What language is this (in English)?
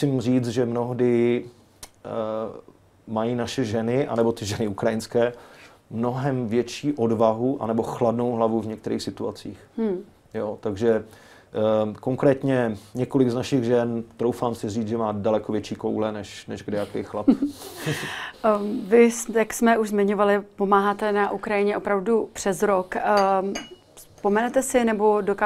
Czech